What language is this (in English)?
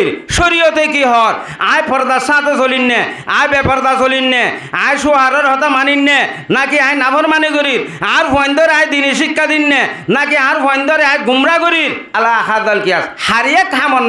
Rohingya